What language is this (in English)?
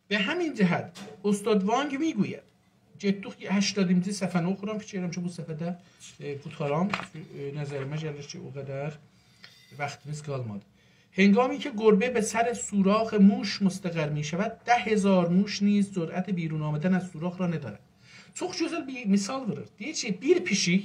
South Azerbaijani